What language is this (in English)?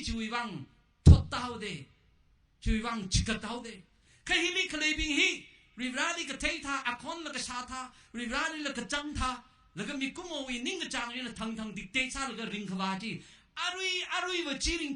Tangkhul Naga (India)